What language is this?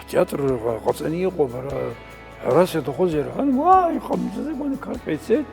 Abkhazian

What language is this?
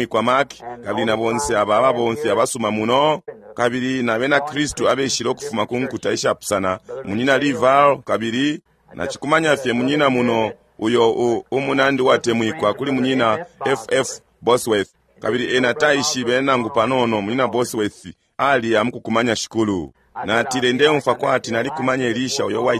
Bemba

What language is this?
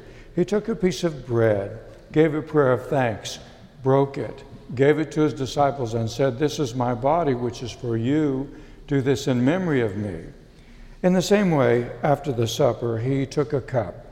English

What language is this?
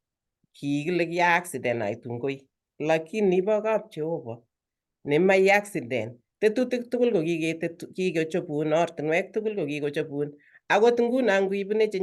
Kalenjin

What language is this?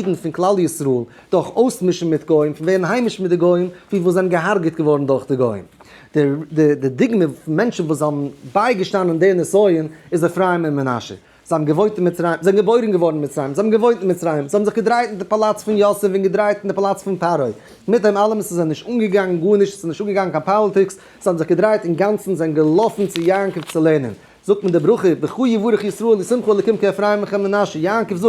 Yiddish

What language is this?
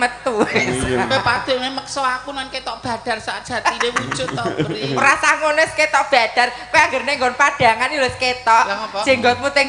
Javanese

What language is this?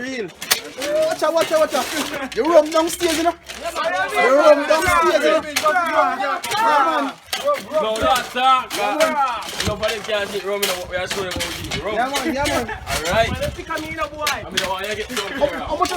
Jamaican Creole English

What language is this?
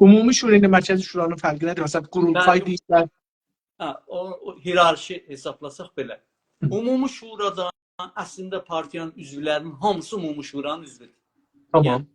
South Azerbaijani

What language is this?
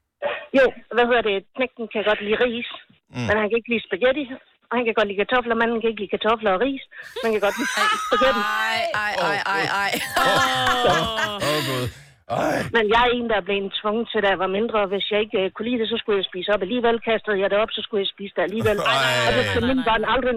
Danish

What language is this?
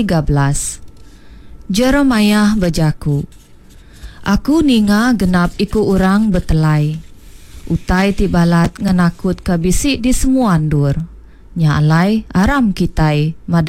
Iban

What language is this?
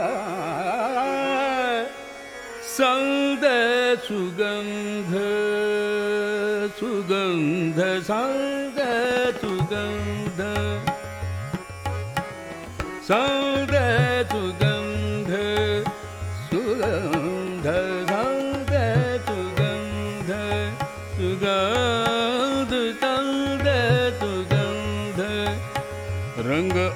Hindi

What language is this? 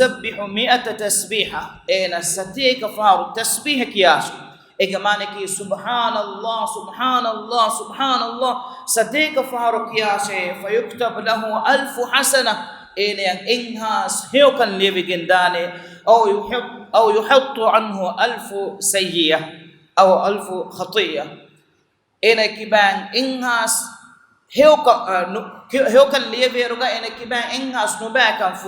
Divehi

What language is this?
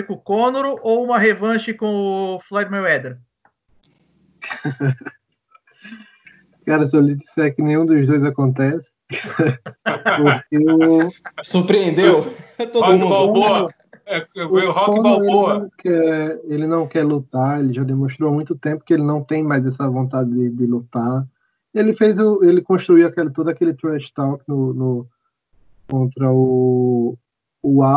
Portuguese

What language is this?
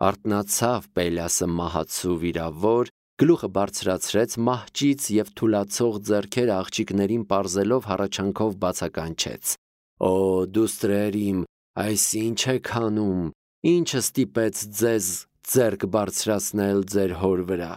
Armenian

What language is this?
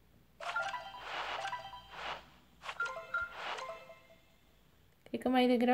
Romanian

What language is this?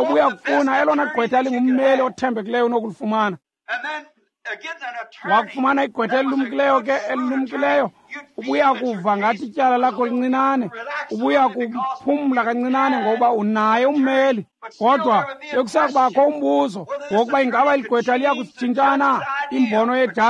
Xhosa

